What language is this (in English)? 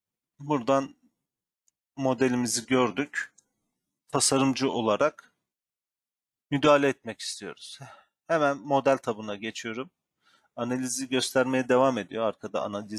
Turkish